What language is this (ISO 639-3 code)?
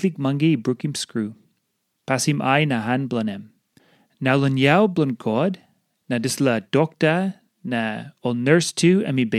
tpi